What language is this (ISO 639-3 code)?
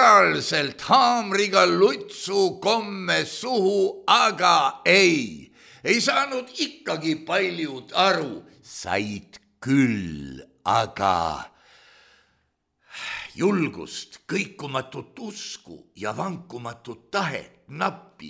est